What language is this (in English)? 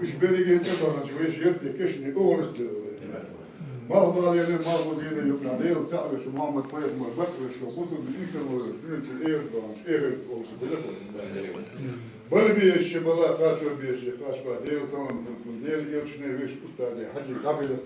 Chechen